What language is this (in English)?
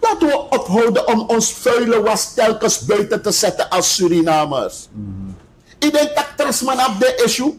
Sranan Tongo